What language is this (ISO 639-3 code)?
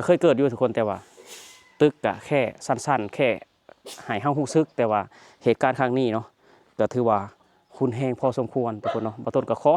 lao